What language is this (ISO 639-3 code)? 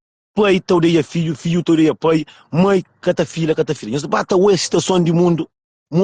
kea